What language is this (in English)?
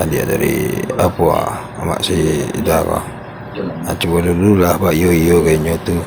Minangkabau